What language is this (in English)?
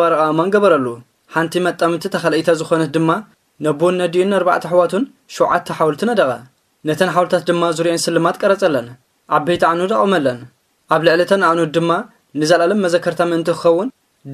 Tigrinya